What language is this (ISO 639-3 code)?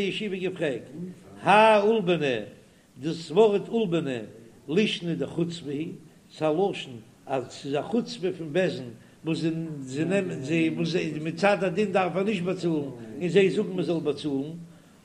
yid